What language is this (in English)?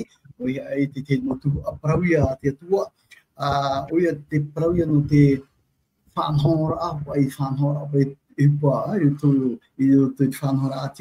Tahitian